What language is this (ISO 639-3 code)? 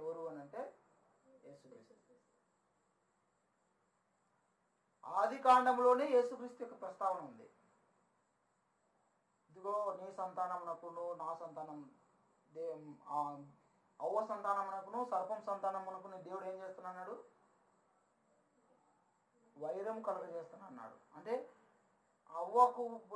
tel